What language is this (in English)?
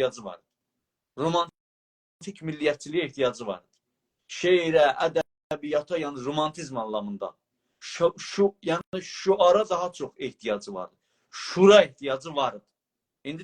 South Azerbaijani